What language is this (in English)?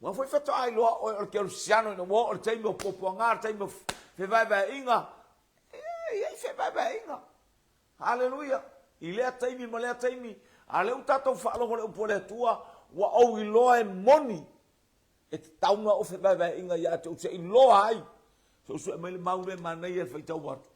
Samoan